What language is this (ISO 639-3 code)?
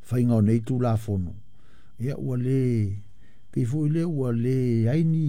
smo